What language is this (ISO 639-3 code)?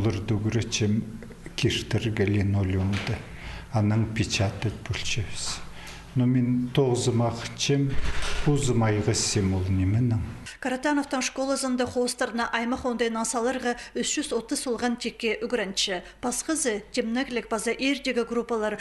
kjh